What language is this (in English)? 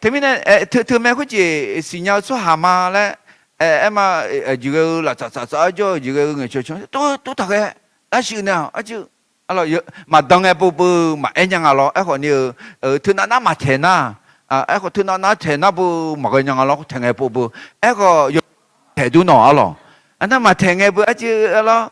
Akha